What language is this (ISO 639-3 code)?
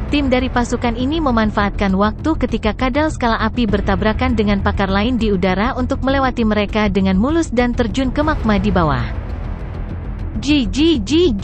ind